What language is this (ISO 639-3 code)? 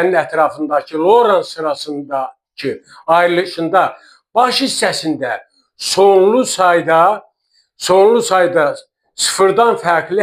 aze